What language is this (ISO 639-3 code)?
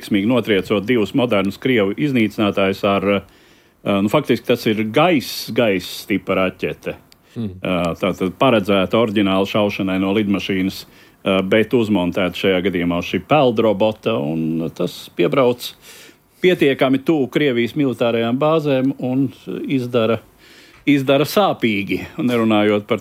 lav